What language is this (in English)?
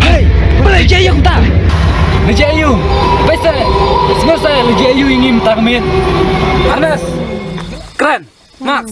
Khasi